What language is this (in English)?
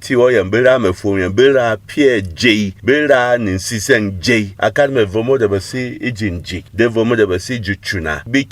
Berom